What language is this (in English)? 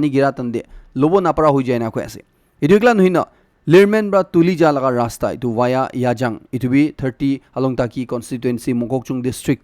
Naga Pidgin